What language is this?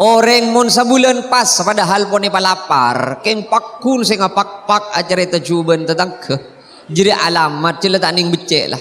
Madurese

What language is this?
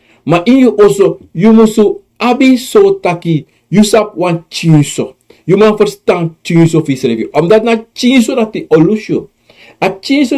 Sranan Tongo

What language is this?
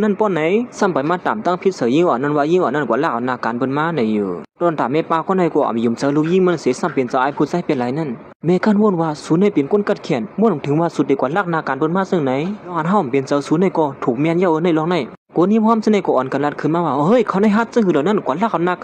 Shan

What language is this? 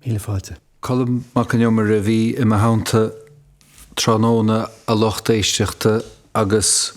Irish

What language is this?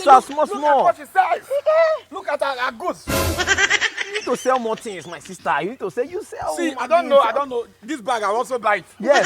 Nigerian Pidgin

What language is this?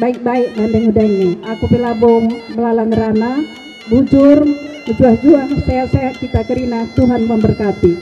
Batak Karo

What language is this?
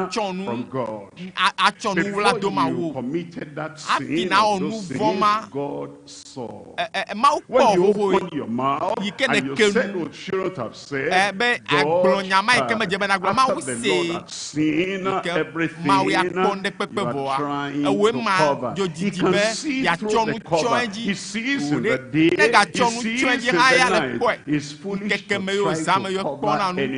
Ewe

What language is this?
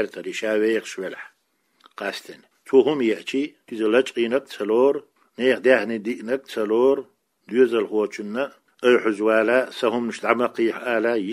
Chechen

